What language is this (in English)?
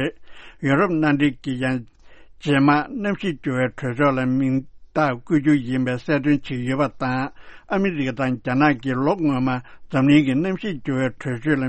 Tibetan